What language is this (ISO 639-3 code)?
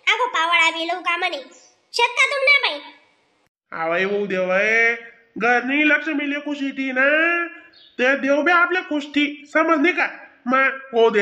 khn